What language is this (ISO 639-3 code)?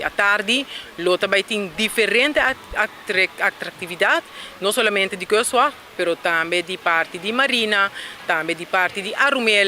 pap